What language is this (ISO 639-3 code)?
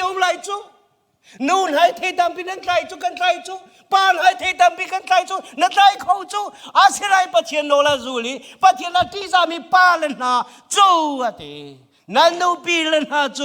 cnh